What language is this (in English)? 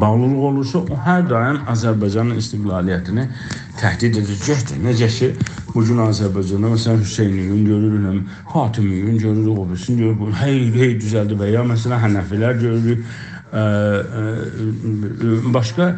South Azerbaijani